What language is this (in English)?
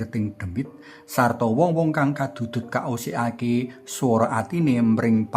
Javanese